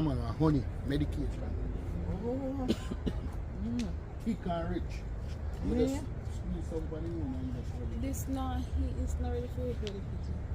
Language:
Jamaican Creole English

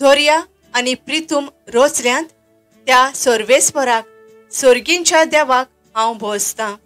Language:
Konkani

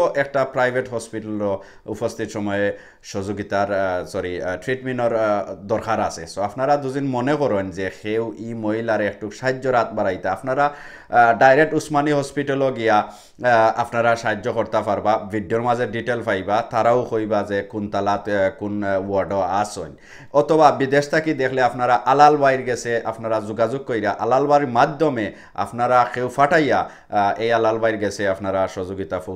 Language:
Sylheti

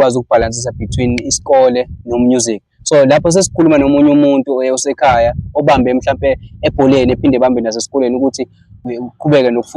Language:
Zulu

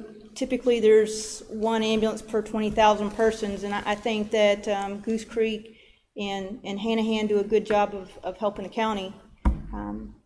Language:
English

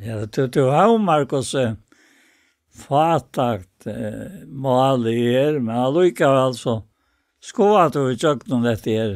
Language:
Faroese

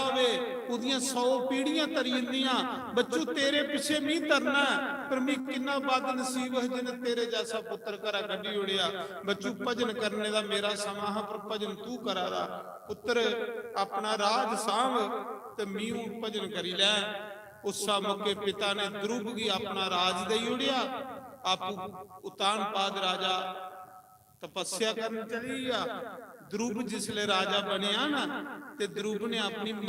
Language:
Dogri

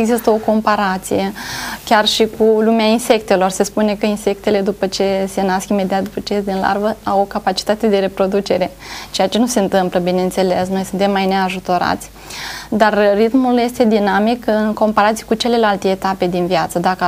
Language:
Romanian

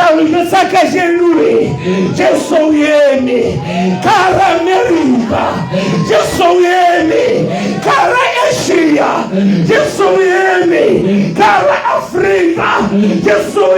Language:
Southern Sotho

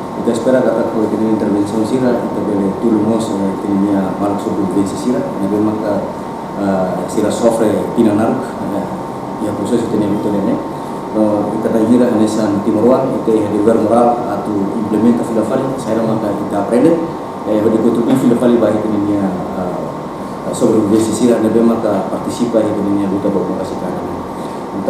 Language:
Tetum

